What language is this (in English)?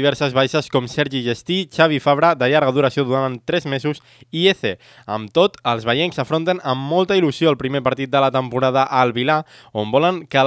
Catalan